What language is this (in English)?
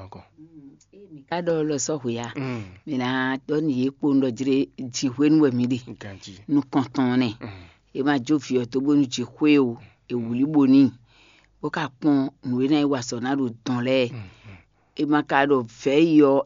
Fon